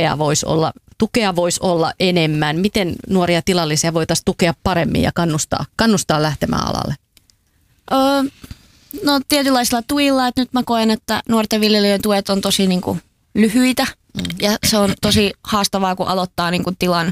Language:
Finnish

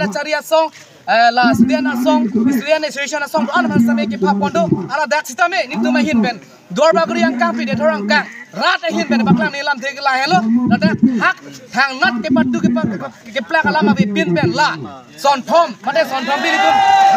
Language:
Karbi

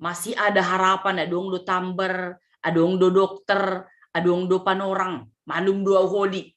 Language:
Batak Simalungun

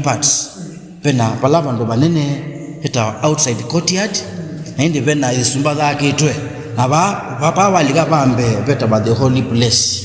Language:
Kamba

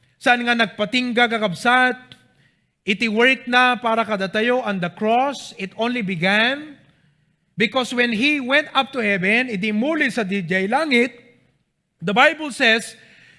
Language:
Iloko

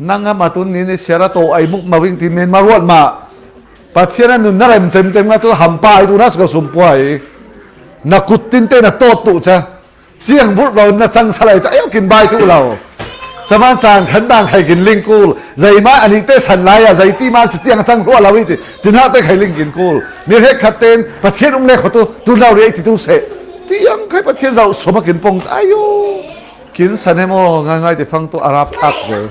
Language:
Falam Chin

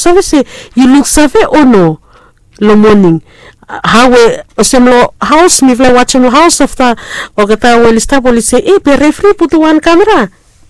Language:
Bislama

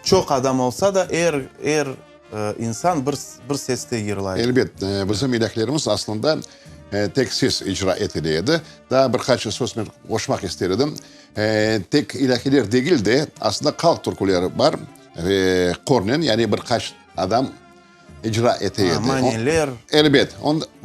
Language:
Crimean Tatar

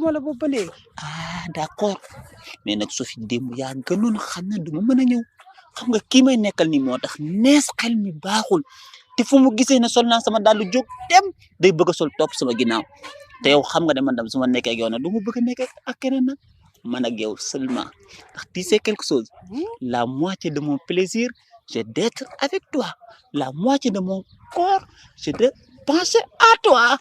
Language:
Wolof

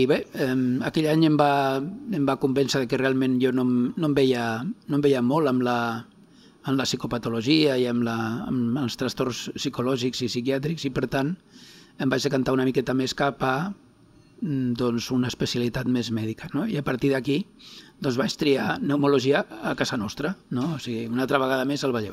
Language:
Catalan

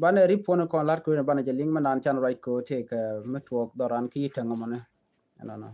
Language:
Nuer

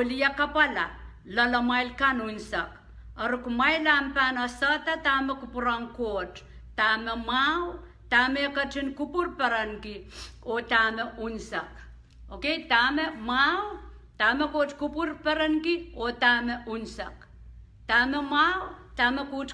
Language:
Pohnpeian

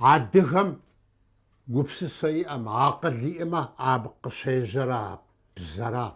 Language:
Kabardian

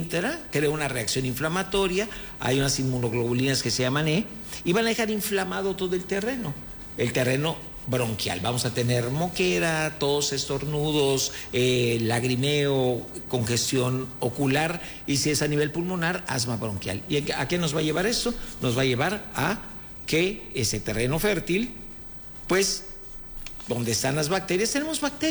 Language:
Spanish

